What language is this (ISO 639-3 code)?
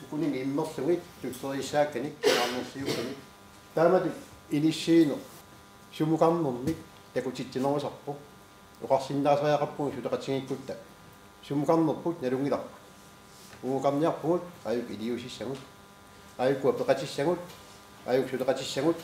kal